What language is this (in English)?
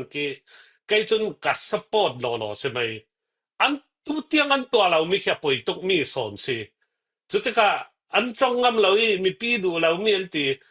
Falam Chin